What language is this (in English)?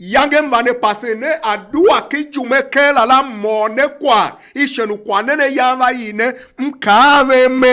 Tiv